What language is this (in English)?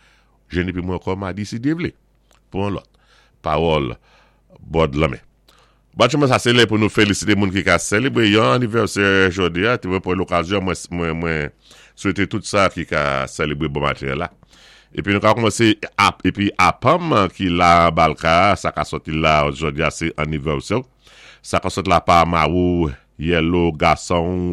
Saint Lucian Creole French